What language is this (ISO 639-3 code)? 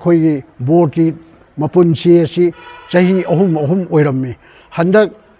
mni